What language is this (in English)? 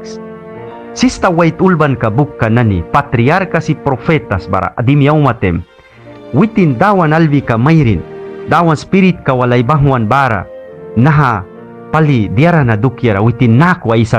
Mískito